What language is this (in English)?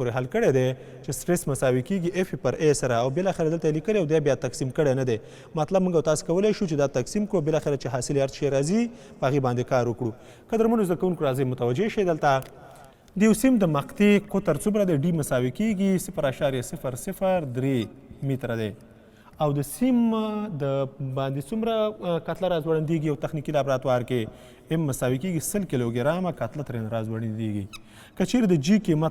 Pashto